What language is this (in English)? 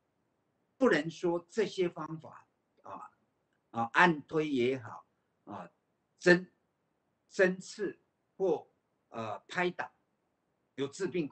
Chinese